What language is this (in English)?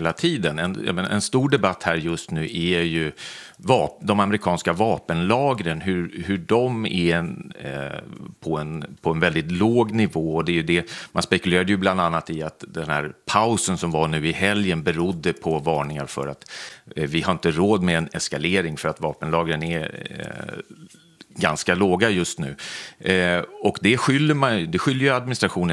Swedish